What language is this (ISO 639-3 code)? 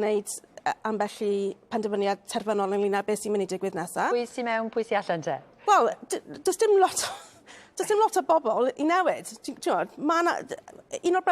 cym